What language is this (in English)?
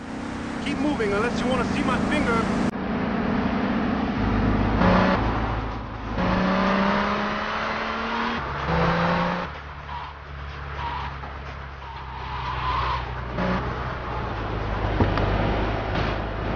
English